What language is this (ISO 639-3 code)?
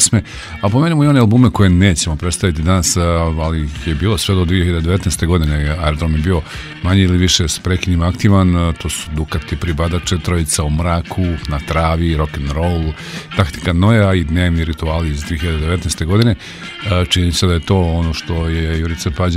srp